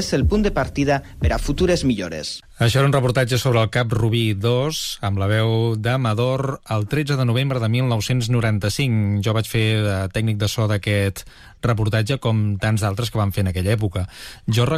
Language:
Catalan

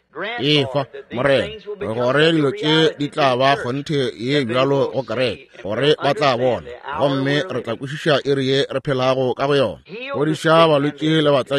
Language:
Northern Sotho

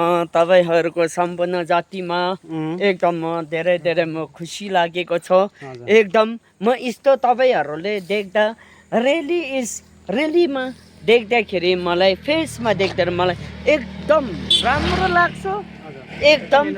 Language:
Nepali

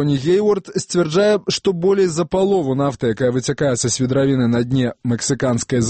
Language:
Belarusian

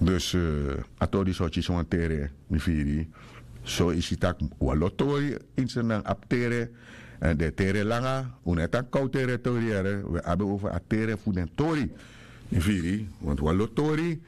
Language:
Sranan Tongo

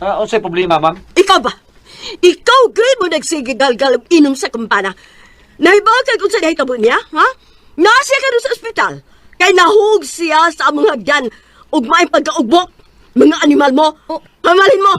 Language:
Cebuano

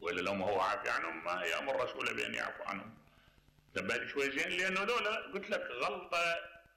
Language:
Mesopotamian Arabic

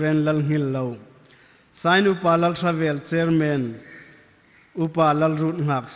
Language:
Hmar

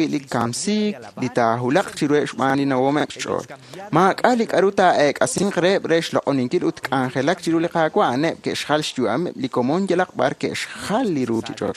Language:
Kekchí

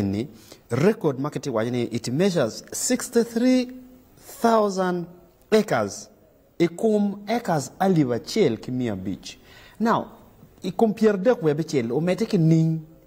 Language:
Acoli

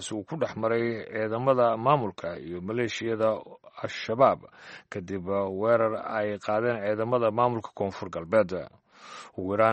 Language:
Somali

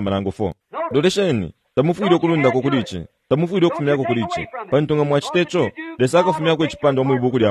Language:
Bemba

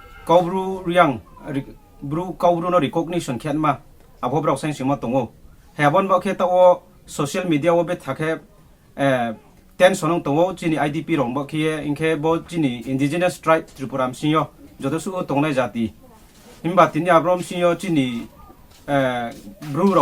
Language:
Riang (India)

